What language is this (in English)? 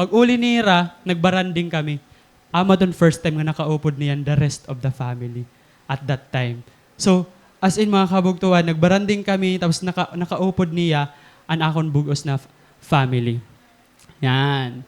Waray